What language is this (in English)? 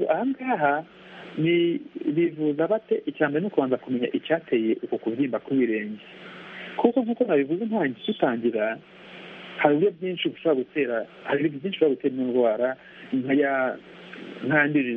Kinyarwanda